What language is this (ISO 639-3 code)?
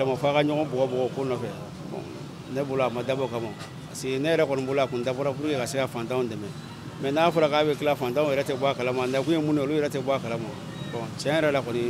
bam